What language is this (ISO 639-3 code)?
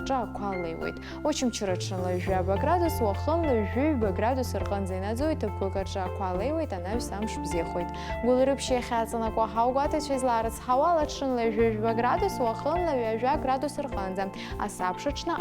abk